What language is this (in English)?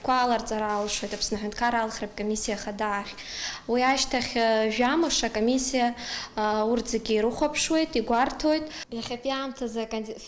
Abkhazian